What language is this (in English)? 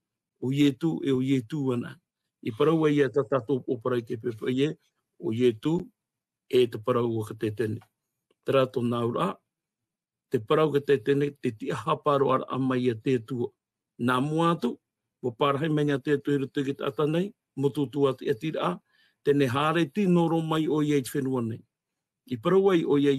Tahitian